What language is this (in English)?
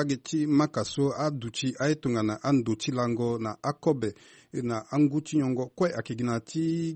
Sango